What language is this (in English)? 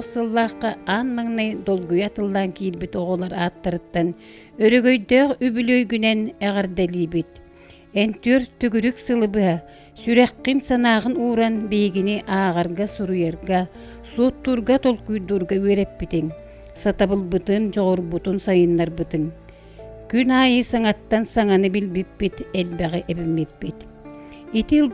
Yakut